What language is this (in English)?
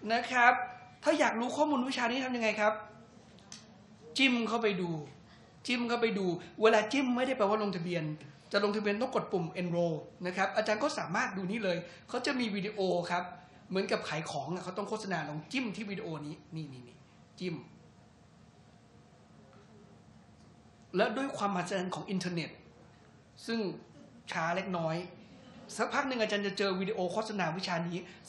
Thai